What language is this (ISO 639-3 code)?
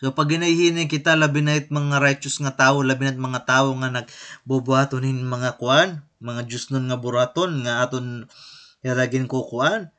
war